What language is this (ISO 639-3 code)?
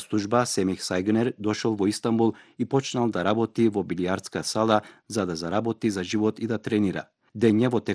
mkd